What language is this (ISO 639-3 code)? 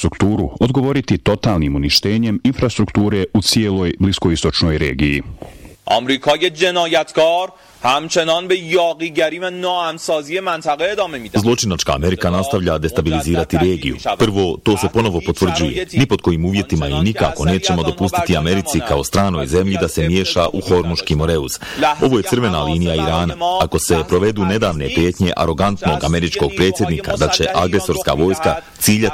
bos